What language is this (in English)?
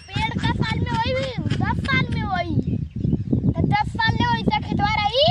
Awadhi